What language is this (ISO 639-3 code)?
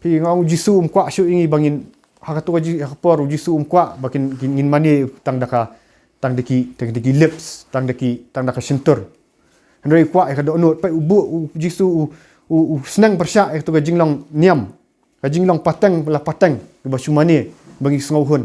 kha